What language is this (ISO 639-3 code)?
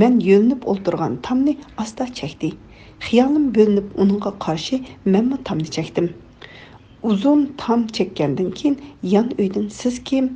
uig